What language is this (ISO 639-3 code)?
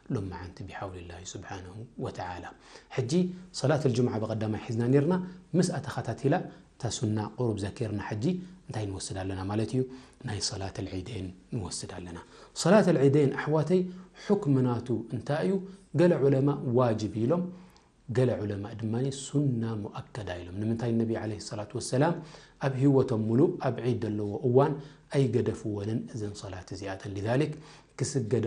tir